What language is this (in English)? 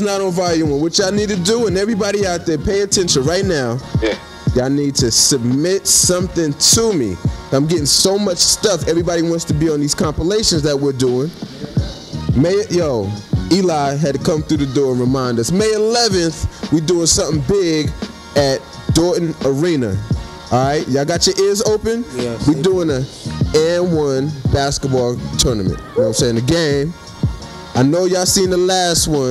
English